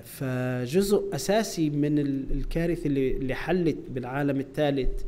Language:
North Levantine Arabic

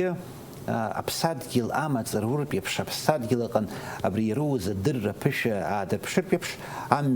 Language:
Abkhazian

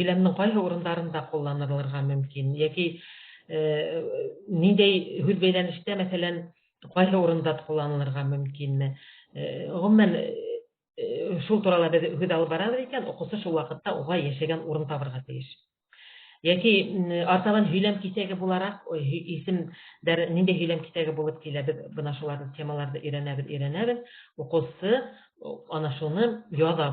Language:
Bashkir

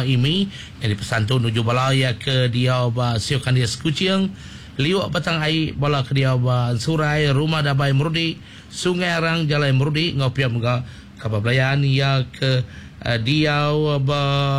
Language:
Iban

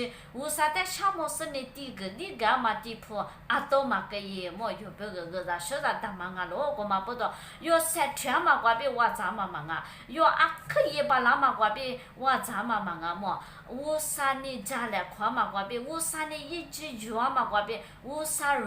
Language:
Lisu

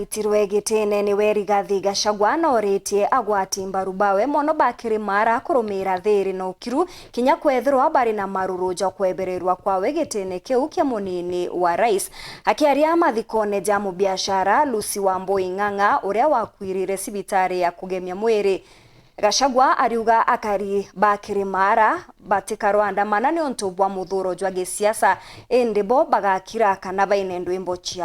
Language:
Meru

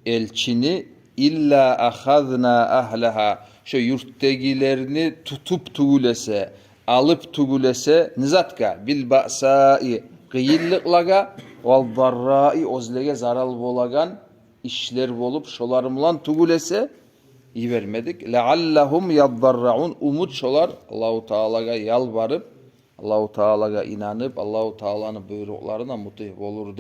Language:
Kumyk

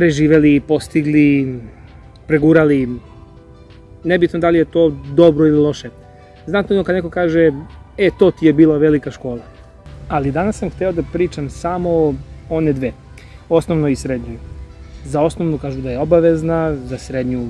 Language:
Serbian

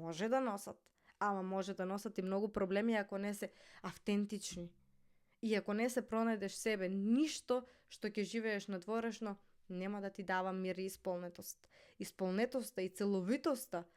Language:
Macedonian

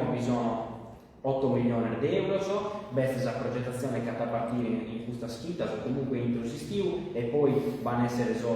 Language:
Sardinian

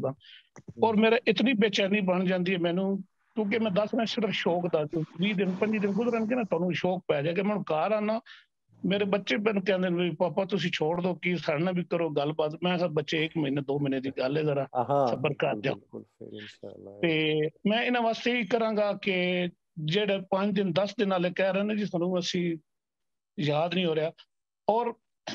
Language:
Punjabi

